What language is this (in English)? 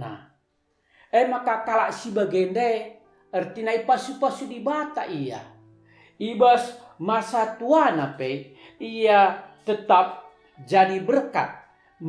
Batak Karo